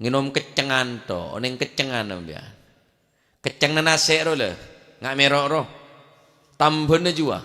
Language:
Madurese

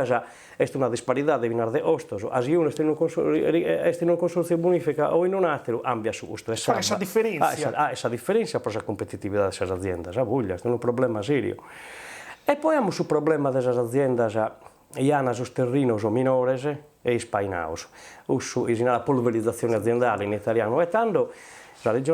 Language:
Sardinian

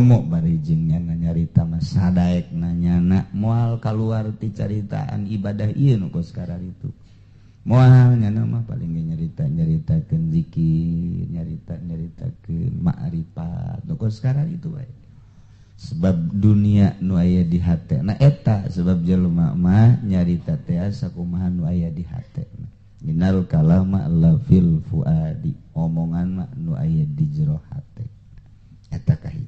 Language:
Sundanese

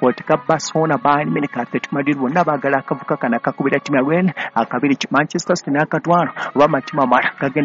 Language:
Ganda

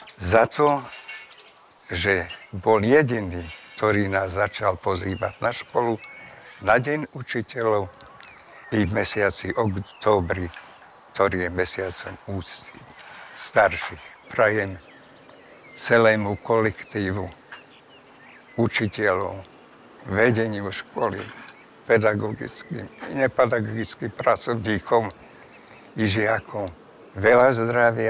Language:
Slovak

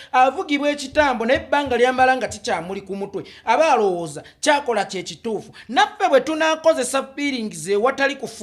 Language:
Ganda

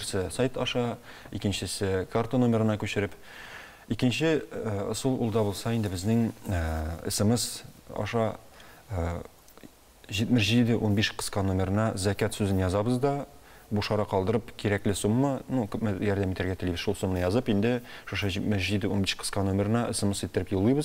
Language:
Tatar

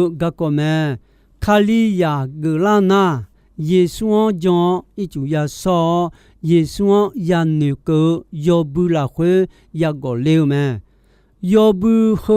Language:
Akha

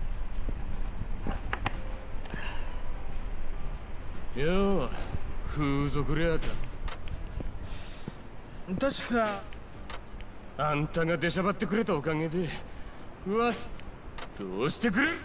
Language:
Japanese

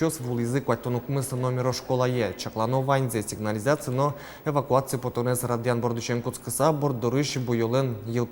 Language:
Udmurt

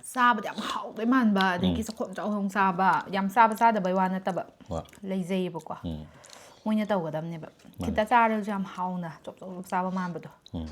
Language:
Manipuri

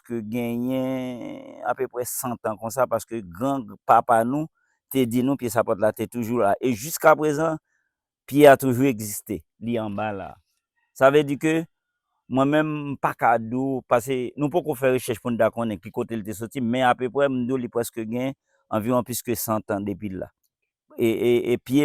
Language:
Haitian Creole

